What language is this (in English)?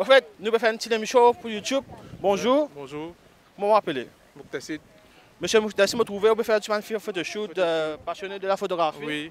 Morisyen